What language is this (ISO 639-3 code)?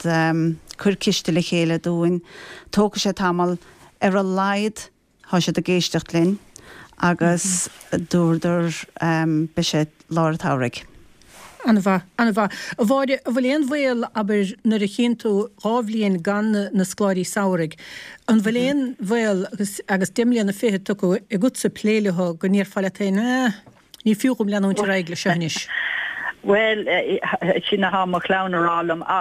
gle